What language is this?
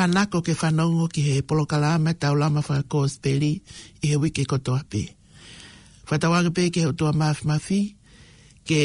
Tongan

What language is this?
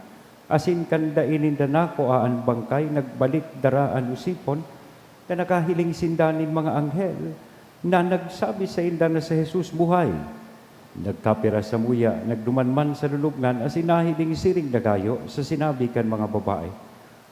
Bikol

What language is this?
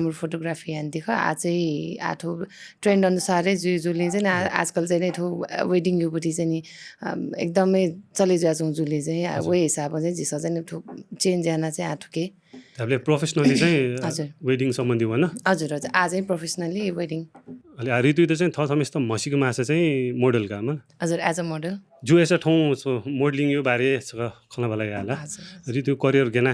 Newari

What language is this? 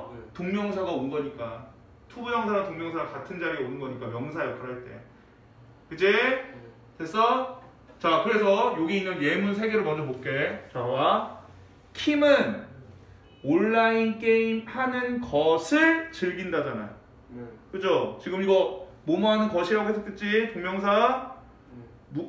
Korean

